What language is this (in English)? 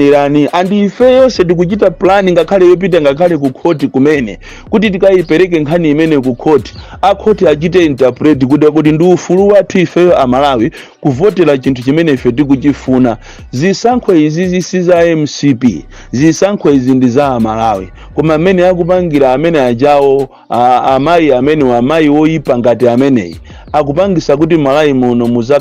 Nyanja